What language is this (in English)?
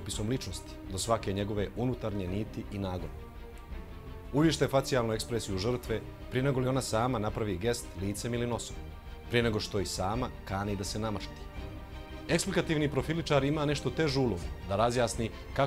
Bosnian